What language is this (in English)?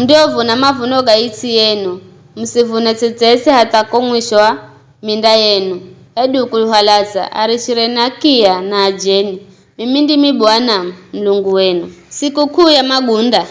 Giryama